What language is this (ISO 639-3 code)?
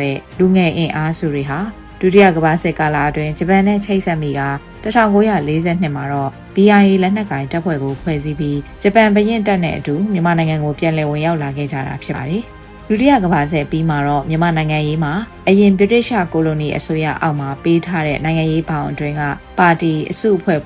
mya